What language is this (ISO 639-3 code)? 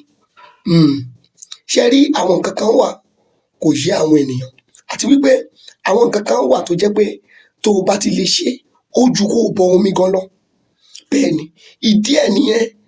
yor